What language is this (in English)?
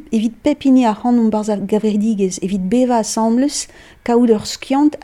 Breton